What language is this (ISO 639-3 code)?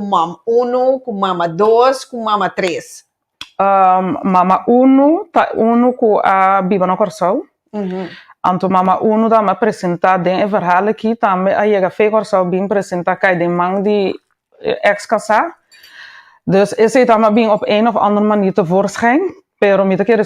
pap